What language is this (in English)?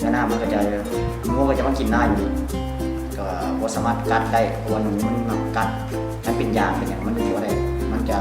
Lao